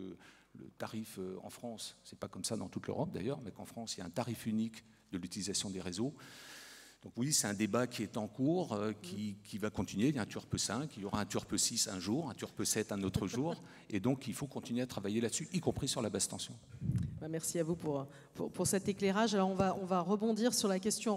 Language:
French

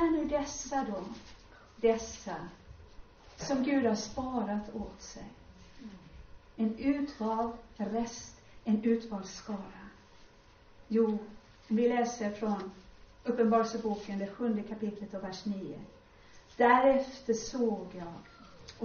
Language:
Swedish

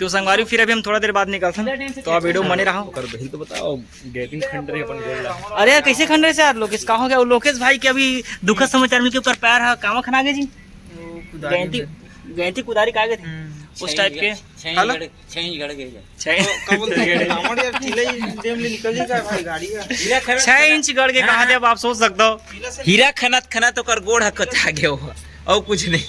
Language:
Chhattisgarhi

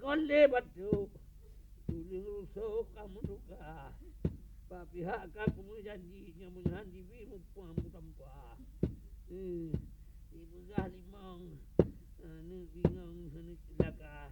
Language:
Achinese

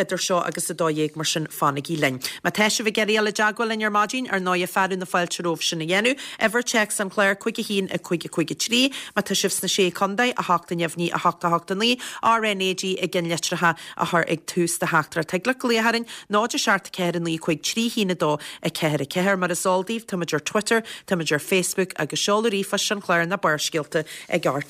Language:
Irish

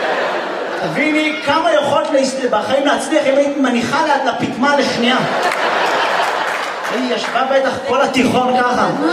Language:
Hebrew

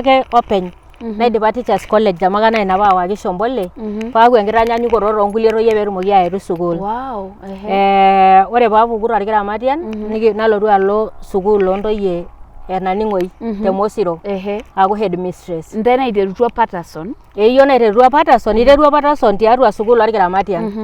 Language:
Masai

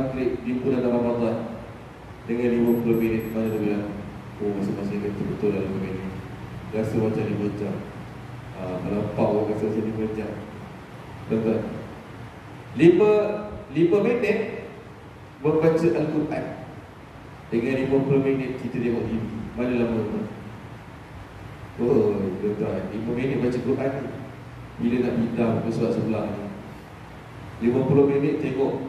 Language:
Malay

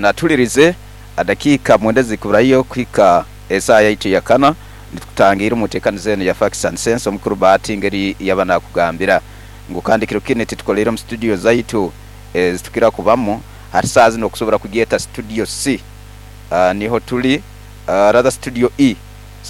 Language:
Nyoro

